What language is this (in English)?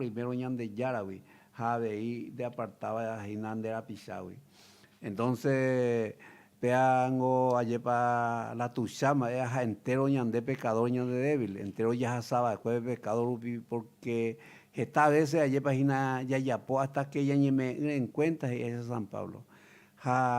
Guarani